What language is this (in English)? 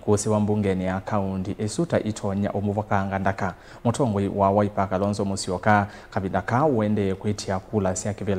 Kamba